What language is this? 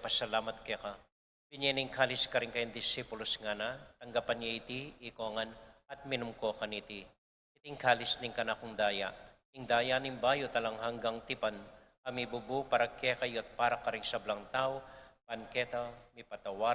Pampanga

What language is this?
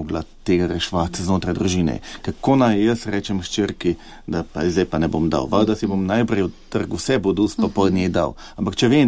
Slovenian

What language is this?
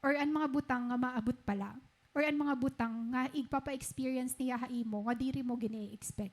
Waray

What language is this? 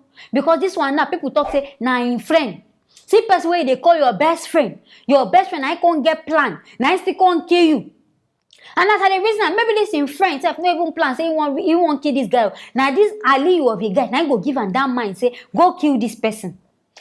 Nigerian Pidgin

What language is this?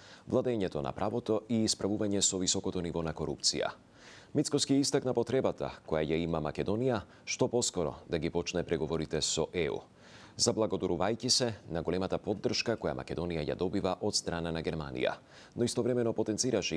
Macedonian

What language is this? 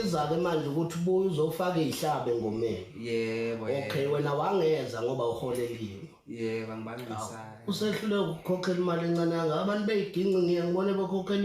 Zulu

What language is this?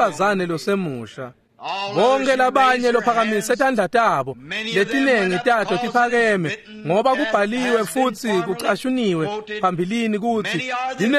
Swati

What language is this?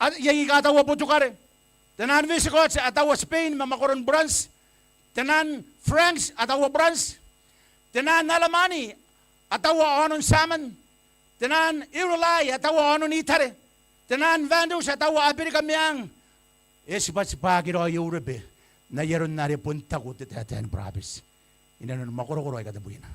Gilbertese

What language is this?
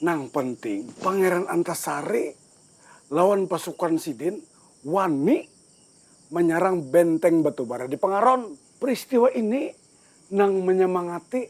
Banjar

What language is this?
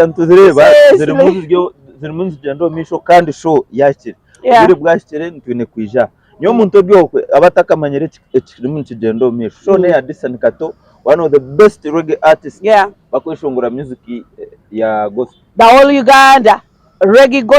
Nyankole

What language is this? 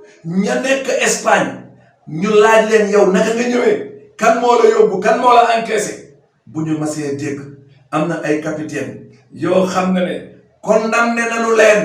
Wolof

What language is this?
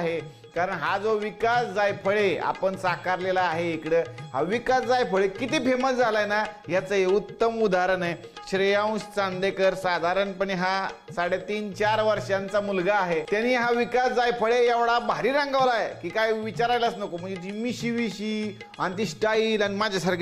Marathi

